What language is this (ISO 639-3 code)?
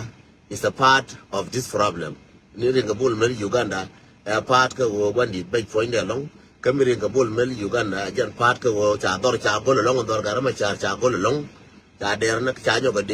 nus